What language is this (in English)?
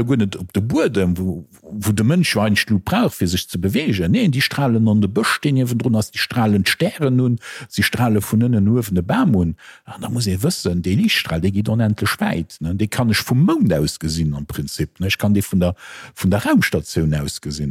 Luxembourgish